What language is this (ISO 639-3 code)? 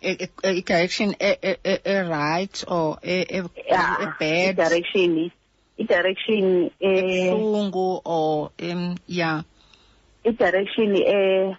xho